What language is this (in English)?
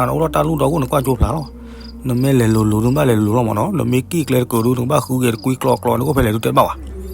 S'gaw Karen